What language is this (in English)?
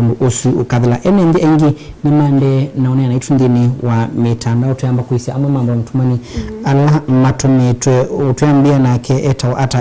Kamba